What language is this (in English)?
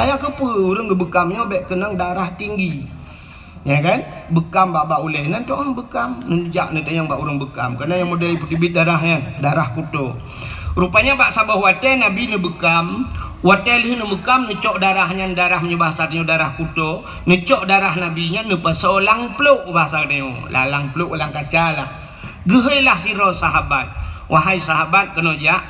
Achinese